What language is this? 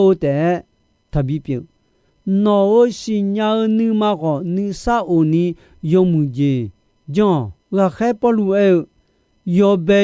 Akha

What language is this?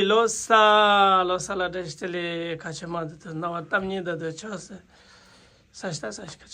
Tibetan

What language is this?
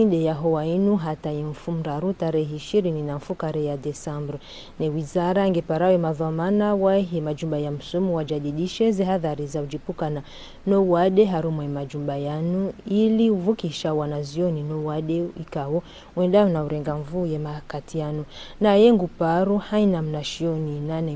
Ngazidja Comorian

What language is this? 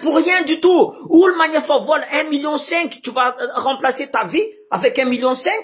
Malagasy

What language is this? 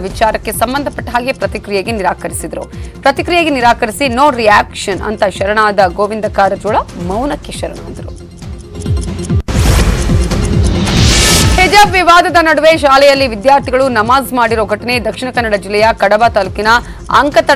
Kannada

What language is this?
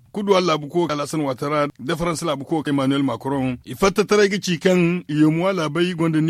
Zarma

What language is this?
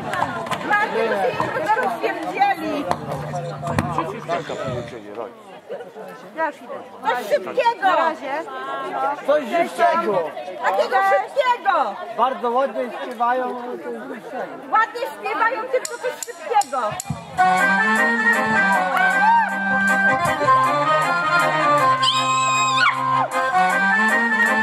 Polish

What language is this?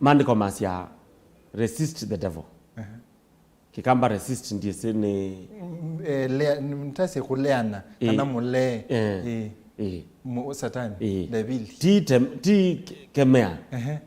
Kamba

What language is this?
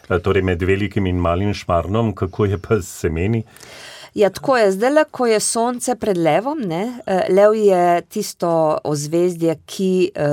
Slovenian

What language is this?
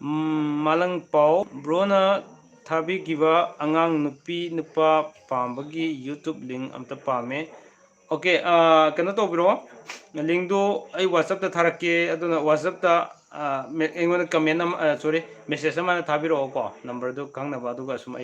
Manipuri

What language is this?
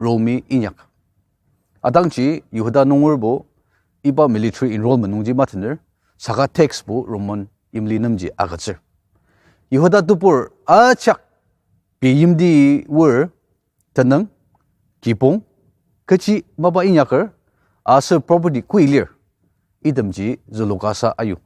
Ao Naga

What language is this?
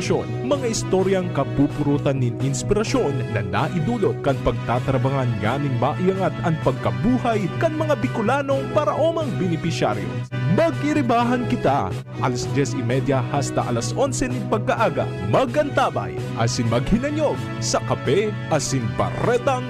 Bikol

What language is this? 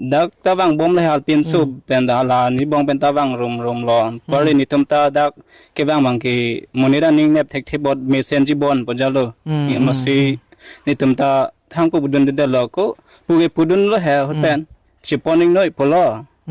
Karbi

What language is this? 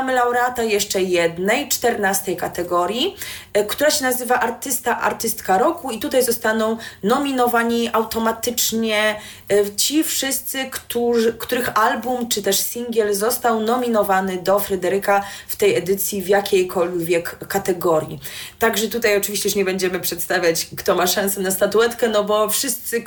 Polish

